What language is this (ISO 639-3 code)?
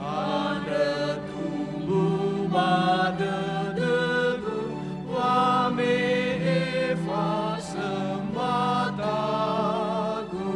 nia